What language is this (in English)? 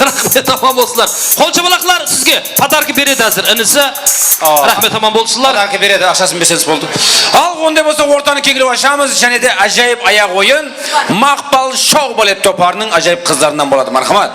Kara-Kalpak